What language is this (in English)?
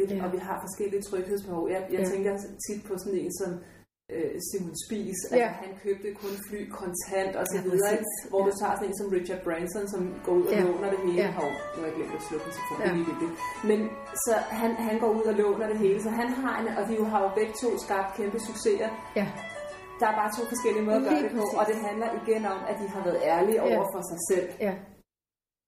Danish